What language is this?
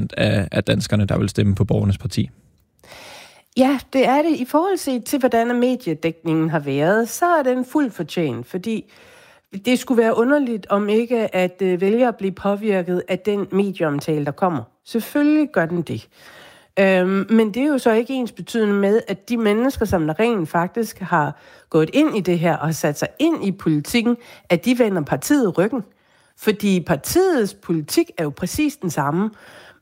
Danish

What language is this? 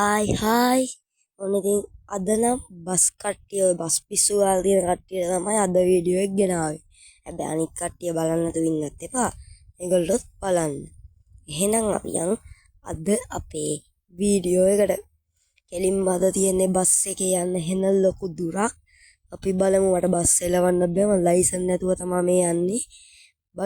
Sinhala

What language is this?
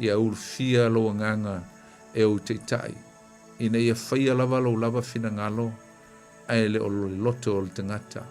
Samoan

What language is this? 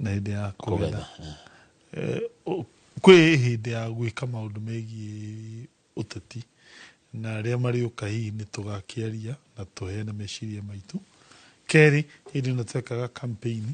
Kikuyu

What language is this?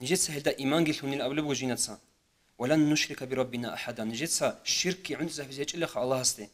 Avaric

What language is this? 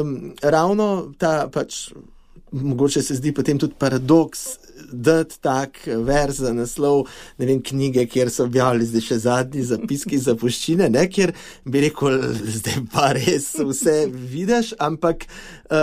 Slovenian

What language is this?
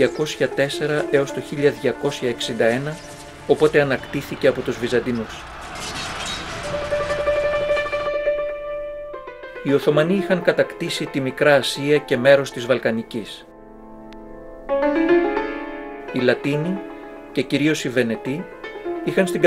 Greek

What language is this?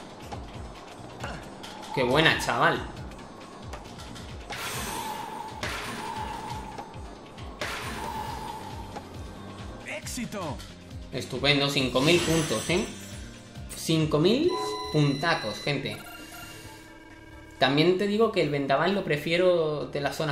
Spanish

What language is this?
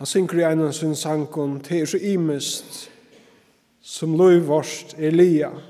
Faroese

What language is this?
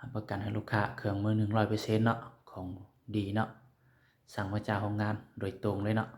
Lao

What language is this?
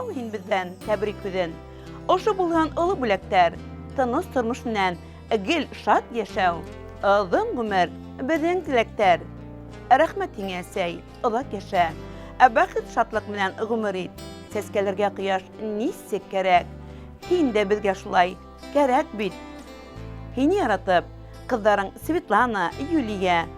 Bashkir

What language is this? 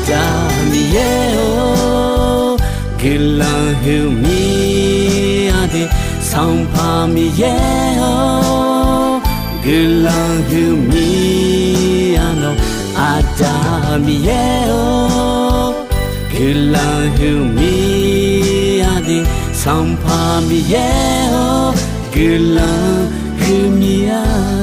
Akha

